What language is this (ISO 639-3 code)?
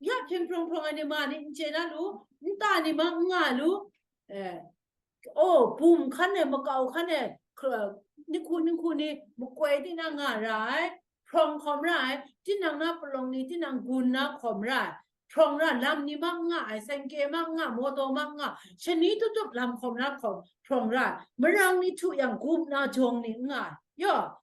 kac